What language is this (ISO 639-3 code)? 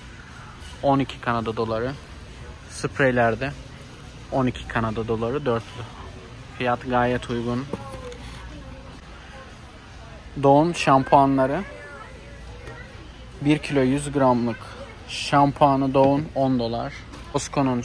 tur